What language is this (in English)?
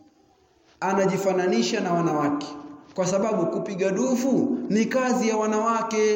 Swahili